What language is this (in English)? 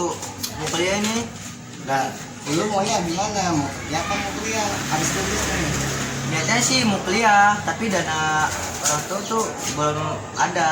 Betawi